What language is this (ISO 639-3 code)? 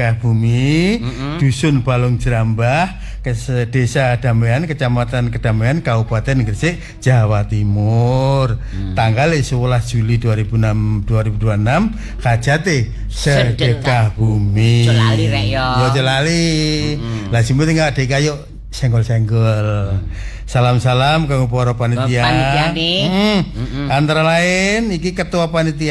jav